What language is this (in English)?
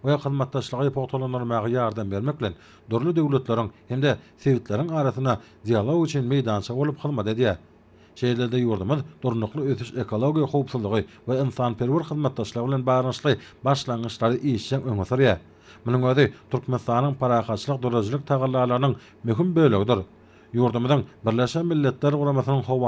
Turkmen